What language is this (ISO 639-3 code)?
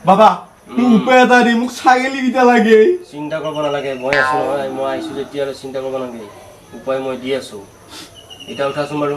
asm